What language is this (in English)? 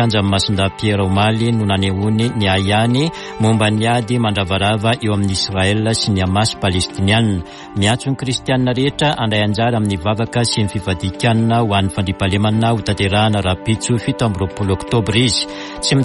Malagasy